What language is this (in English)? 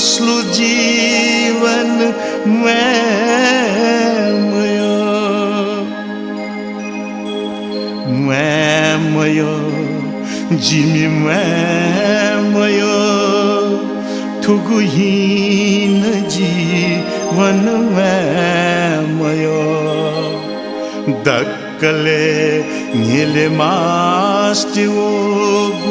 Newari